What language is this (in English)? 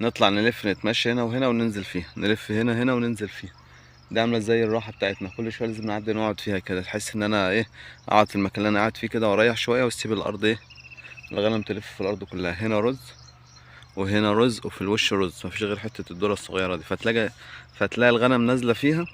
Egyptian Arabic